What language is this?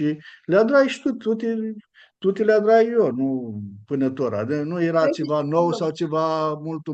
Aromanian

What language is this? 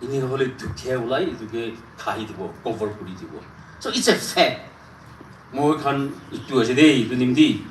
Naga Pidgin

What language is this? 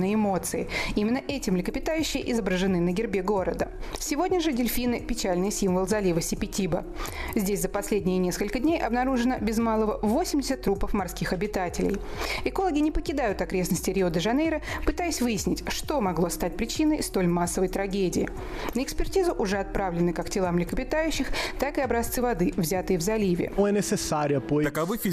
Russian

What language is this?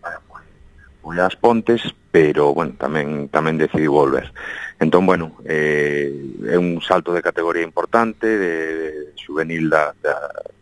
Galician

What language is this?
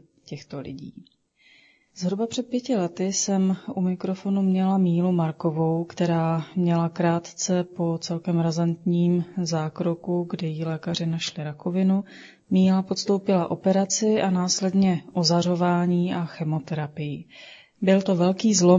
Czech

